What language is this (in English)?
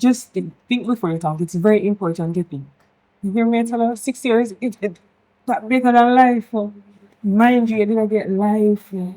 Jamaican Creole English